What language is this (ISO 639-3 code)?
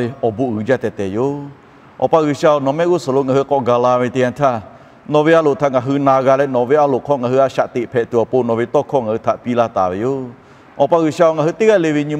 lhu